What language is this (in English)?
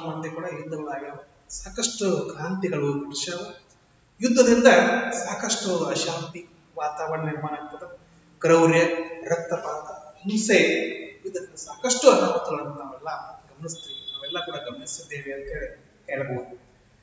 Kannada